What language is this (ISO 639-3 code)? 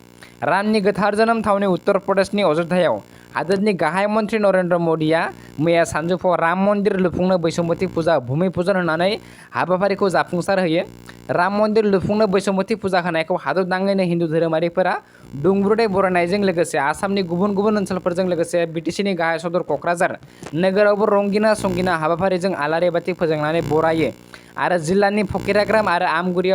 brx